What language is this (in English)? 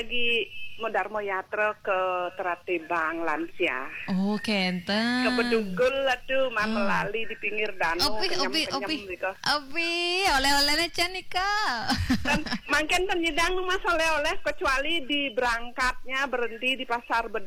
Balinese